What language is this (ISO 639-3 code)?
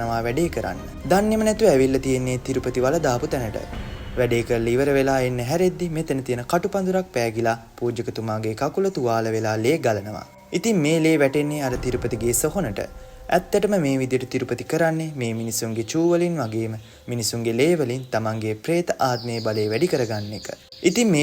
sin